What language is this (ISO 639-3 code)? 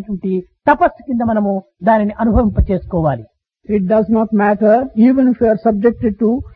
tel